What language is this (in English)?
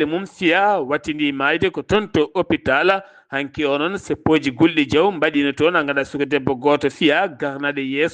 Fula